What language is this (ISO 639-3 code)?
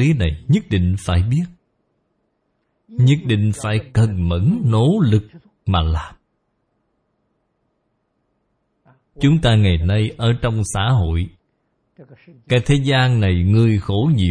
vie